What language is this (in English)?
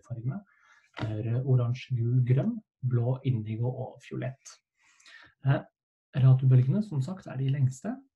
Norwegian